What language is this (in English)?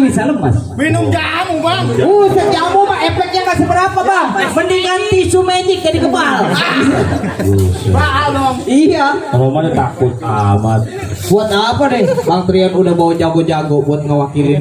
Betawi